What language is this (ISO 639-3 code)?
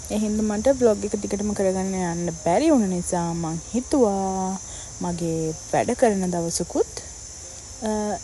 sin